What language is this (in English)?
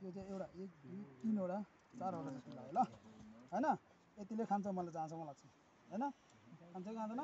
Nepali